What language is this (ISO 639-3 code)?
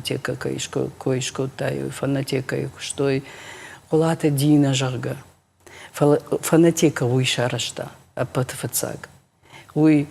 oss